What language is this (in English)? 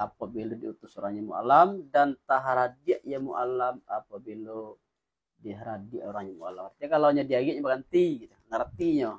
Minangkabau